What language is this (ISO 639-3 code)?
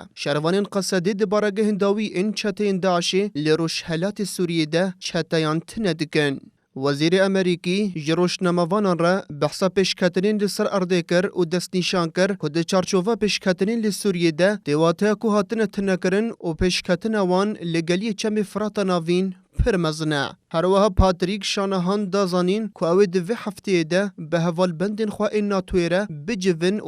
kur